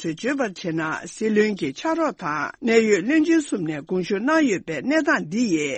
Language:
Tibetan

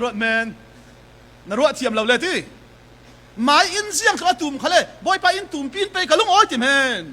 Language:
Falam Chin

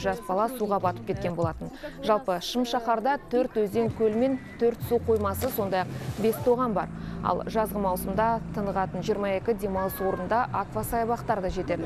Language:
Kazakh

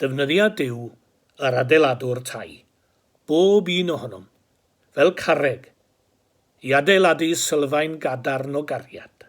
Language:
Welsh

